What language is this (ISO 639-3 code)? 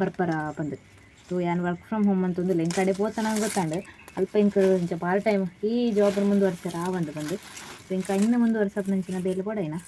tcy